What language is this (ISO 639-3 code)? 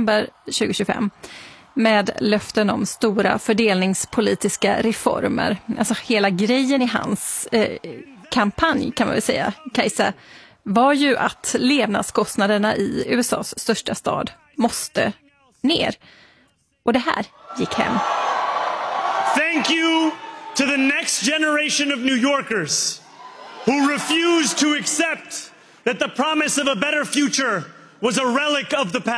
swe